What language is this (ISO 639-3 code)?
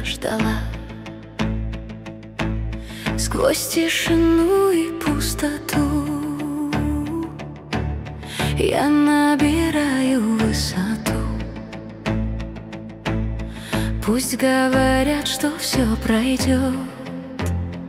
rus